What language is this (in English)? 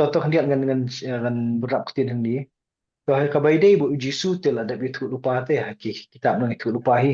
Khasi